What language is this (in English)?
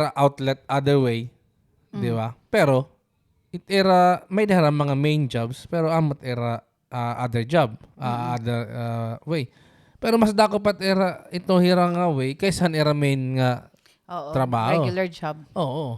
Waray